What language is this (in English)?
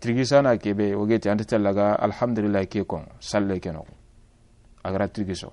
Soninke